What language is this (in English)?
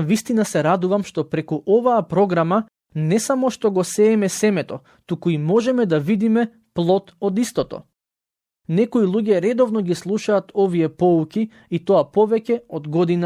Macedonian